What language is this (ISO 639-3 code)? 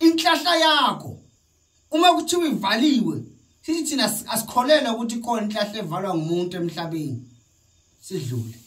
zul